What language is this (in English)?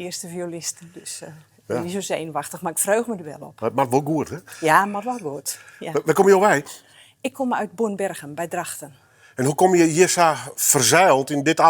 Western Frisian